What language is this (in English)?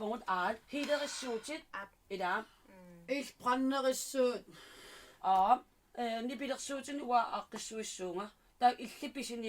Kalaallisut